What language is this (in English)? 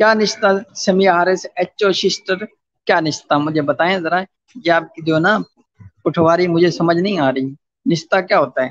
Saraiki